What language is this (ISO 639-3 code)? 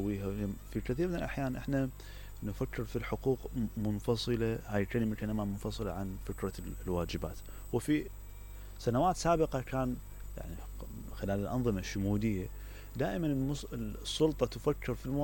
acm